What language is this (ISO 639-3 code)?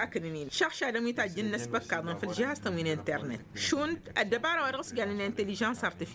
taq